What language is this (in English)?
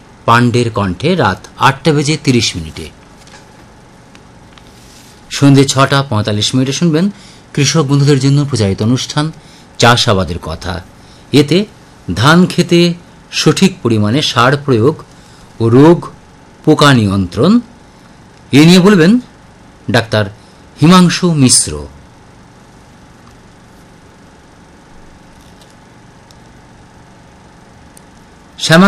Bangla